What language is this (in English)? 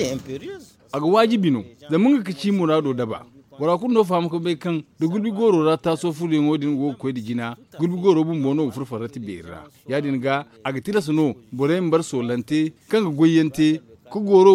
Zarma